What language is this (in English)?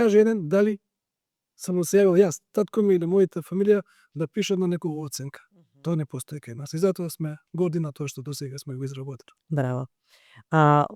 Macedonian